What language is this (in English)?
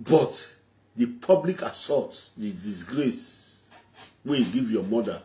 Nigerian Pidgin